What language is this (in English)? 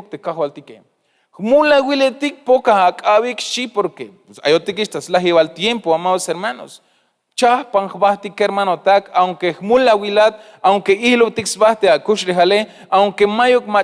Tzeltal